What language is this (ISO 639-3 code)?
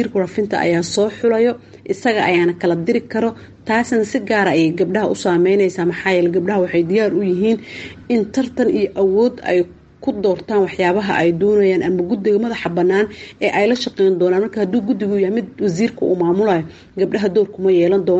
som